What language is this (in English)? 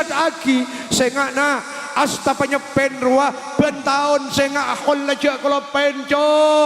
Madurese